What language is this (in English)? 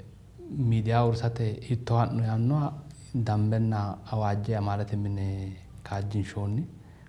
Sidamo